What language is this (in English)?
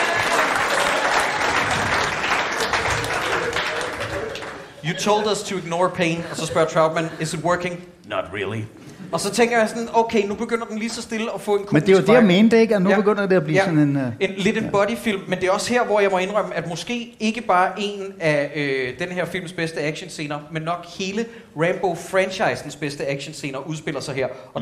Danish